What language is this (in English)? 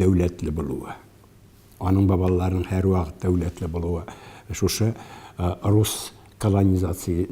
Tatar